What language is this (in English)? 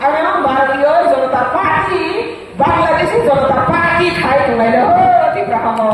Riang (India)